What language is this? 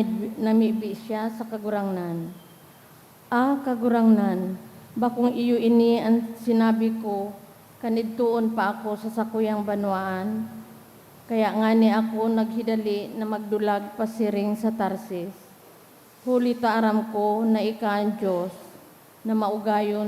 Bikol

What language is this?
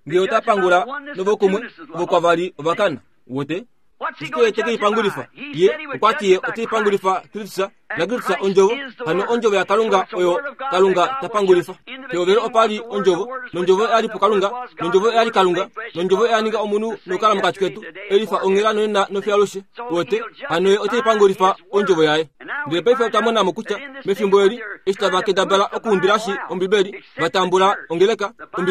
Kuanyama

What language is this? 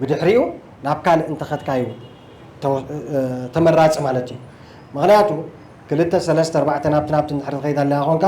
Tigrinya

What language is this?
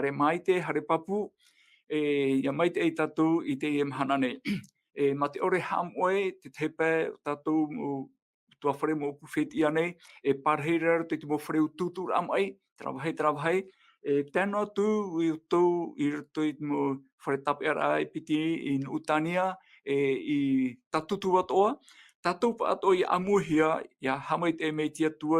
Tahitian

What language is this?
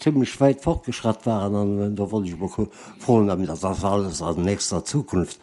Luxembourgish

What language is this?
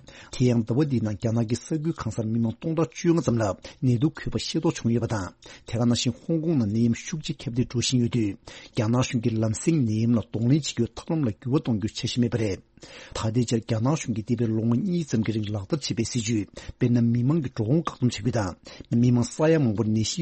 Tibetan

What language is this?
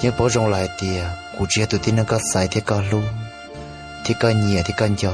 Hmong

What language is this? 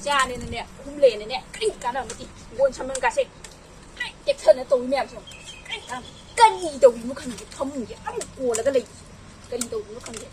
Manipuri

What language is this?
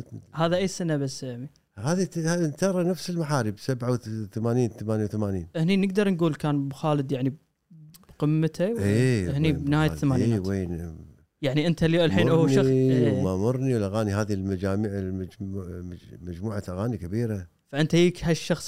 Gulf Arabic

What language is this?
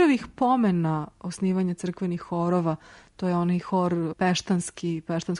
Serbian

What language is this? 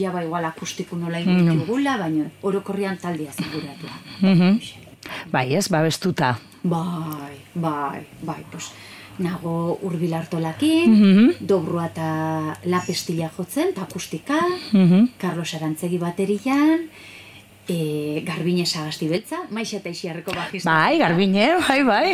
Basque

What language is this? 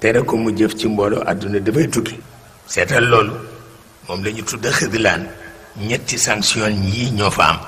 Wolof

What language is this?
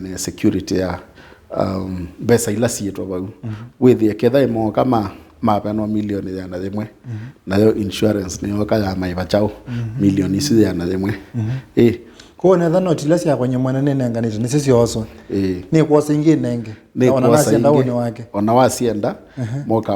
Kamba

